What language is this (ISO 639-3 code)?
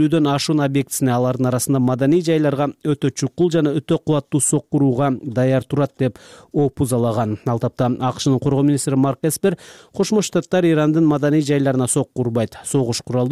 kir